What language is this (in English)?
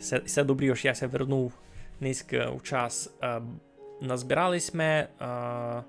Rusyn